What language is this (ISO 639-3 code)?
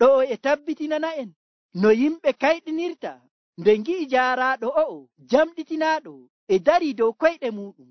fuv